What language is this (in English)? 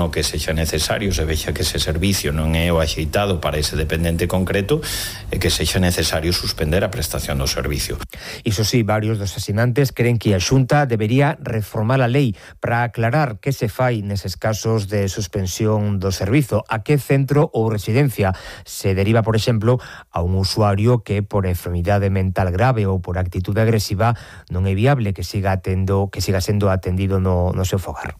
Galician